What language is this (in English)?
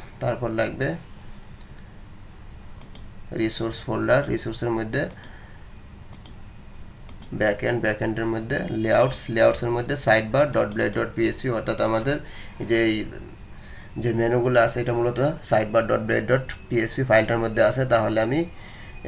Bangla